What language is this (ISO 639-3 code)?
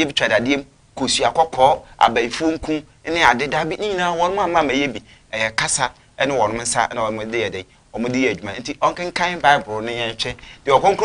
aka